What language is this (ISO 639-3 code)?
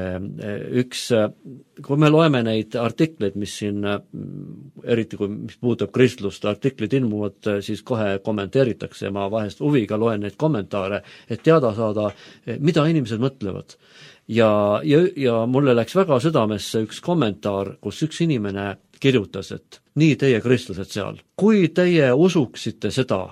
est